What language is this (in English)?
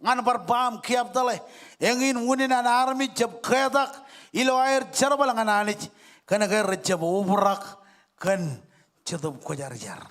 Marshallese